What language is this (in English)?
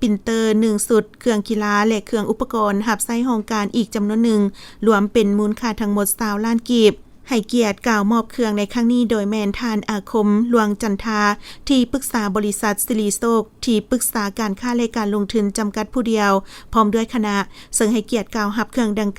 Lao